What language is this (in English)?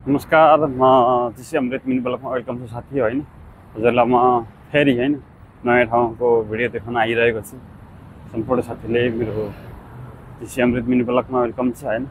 Nepali